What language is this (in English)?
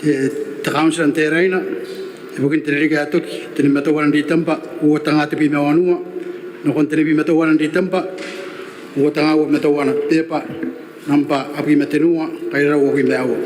Gilbertese